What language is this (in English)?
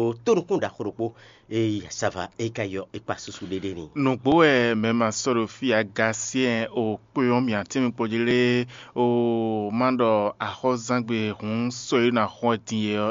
Fon